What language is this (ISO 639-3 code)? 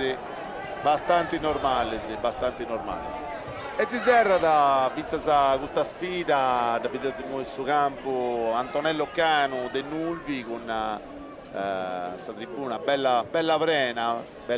srd